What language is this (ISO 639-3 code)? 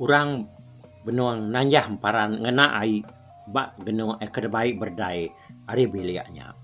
iba